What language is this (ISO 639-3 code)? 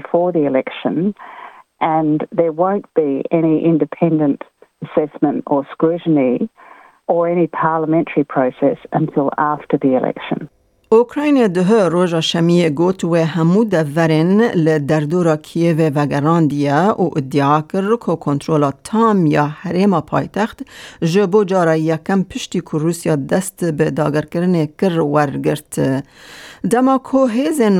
kur